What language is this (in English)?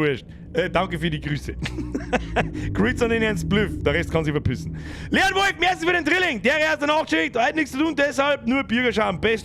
Bavarian